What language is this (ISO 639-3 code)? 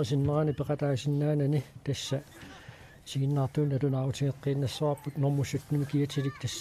kal